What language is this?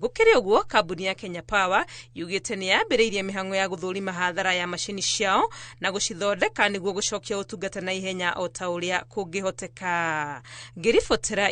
Kikuyu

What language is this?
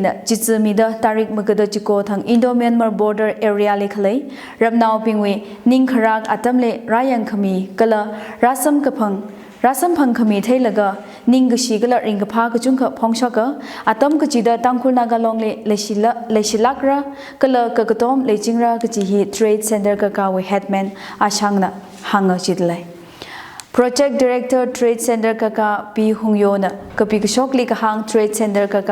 Tangkhul Naga (India)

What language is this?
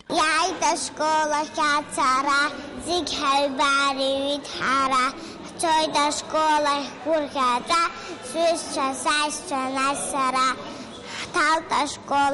Abkhazian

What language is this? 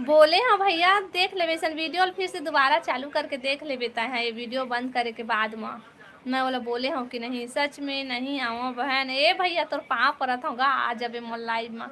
Chhattisgarhi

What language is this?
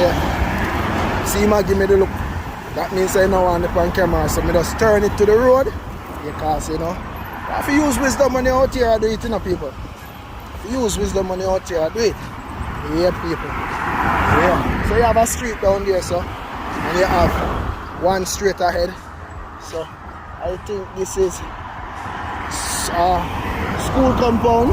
Jamaican Creole English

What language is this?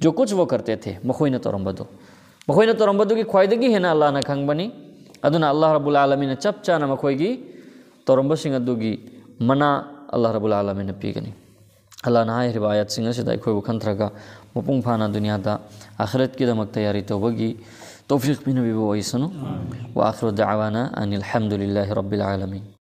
Brahui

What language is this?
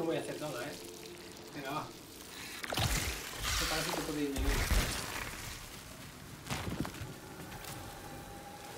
Spanish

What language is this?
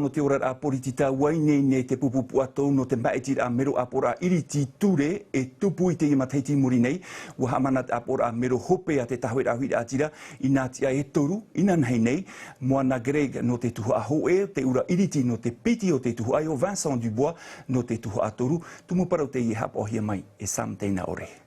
Tahitian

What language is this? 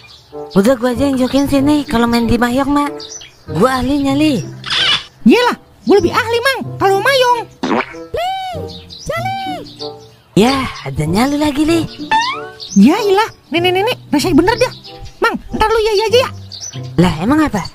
Betawi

